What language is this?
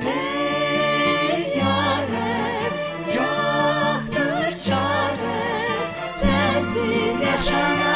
South Azerbaijani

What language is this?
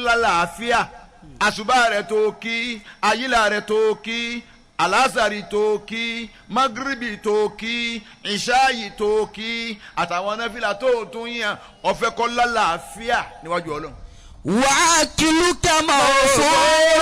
Yoruba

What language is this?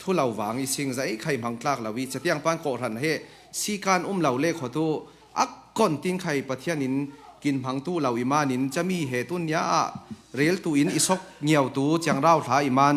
Falam Chin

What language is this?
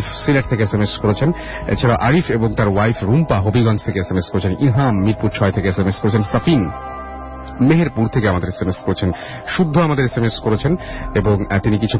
Bangla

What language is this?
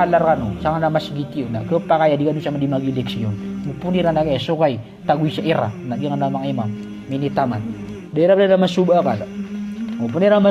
Maranao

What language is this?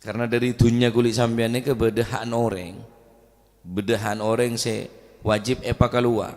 Madurese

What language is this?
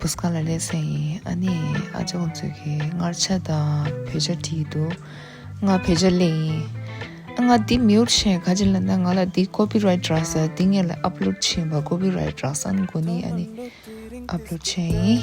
Tibetan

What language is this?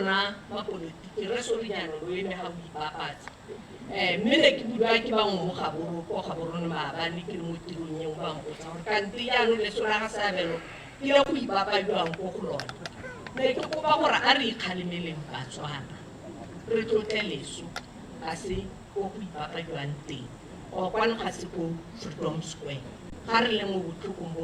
Tswana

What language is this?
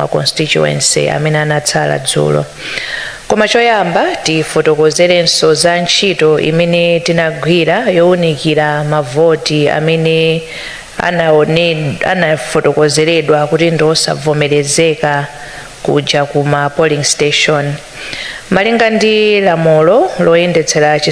Nyanja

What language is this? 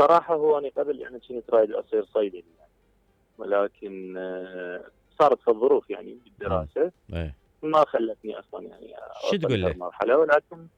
Mesopotamian Arabic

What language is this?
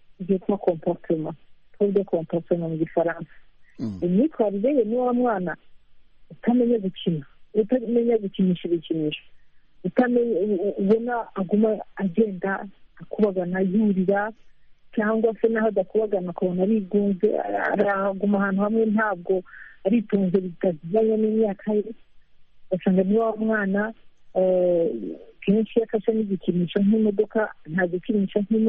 Kinyarwanda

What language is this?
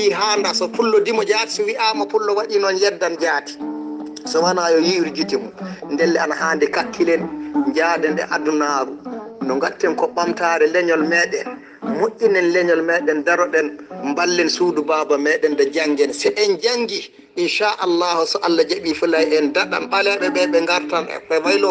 Fula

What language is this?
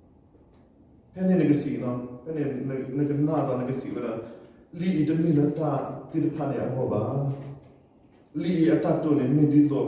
S'gaw Karen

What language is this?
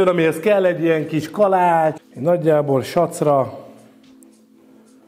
Hungarian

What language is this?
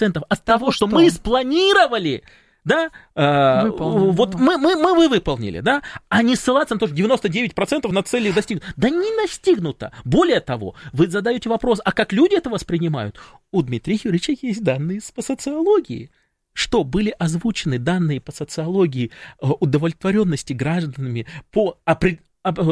Russian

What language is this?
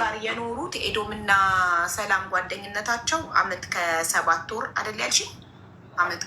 Amharic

